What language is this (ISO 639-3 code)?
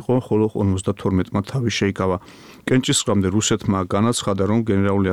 kat